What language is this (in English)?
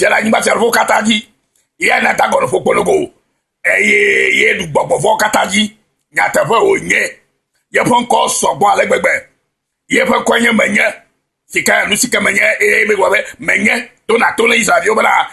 Ewe